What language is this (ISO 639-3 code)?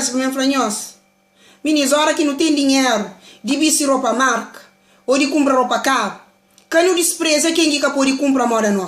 kea